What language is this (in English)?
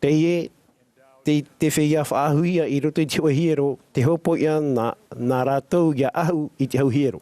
Tahitian